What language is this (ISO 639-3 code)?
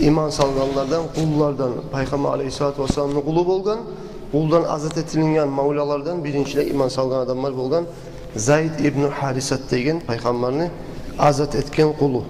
kum